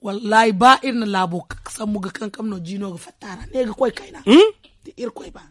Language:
Zarma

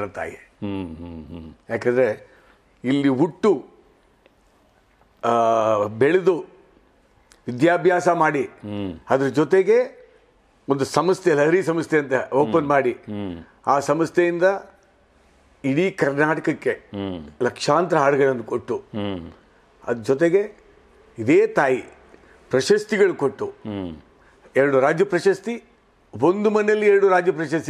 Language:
Kannada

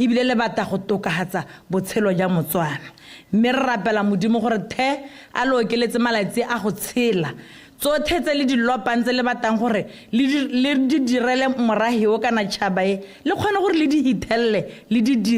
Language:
Tswana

